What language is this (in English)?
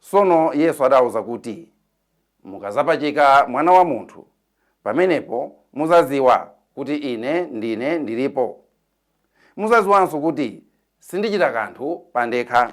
Nyanja